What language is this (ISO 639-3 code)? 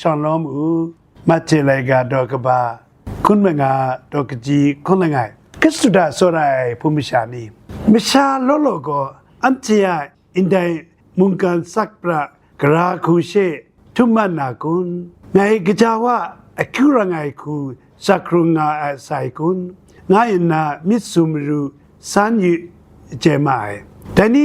kac